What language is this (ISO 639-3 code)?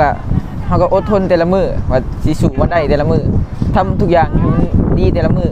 lao